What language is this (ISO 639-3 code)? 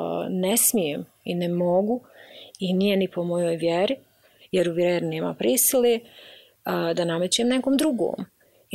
bos